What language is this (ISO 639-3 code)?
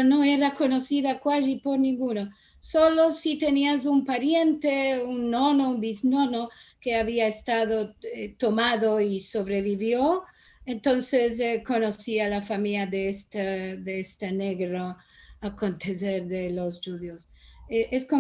lad